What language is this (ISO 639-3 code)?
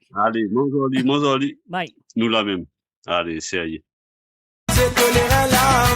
mfe